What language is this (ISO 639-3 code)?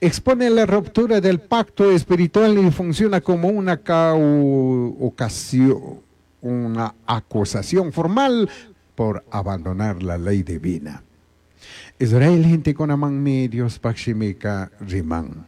qug